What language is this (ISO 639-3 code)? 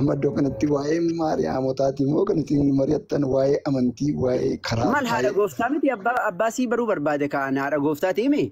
orm